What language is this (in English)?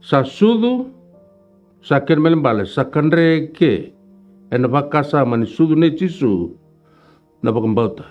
Fijian